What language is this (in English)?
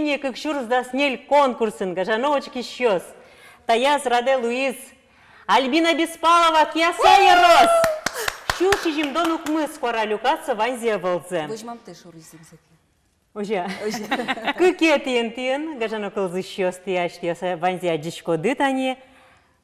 Udmurt